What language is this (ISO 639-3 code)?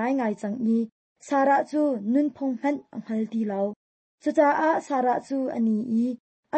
cnh